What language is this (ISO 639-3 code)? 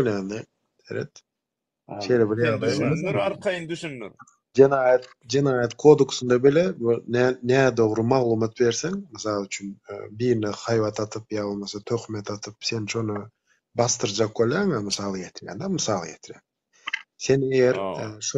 tuk